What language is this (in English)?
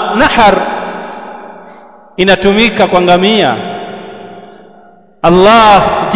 Swahili